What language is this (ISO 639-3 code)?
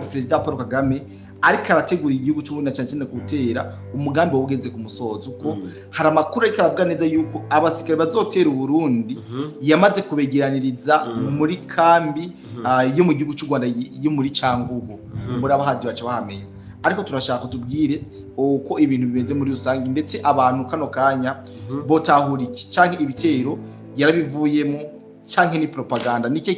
run